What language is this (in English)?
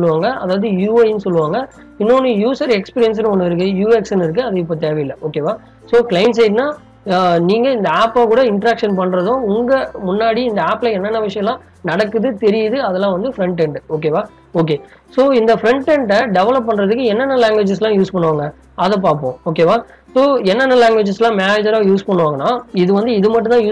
Tamil